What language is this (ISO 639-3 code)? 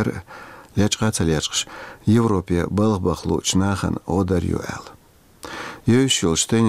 che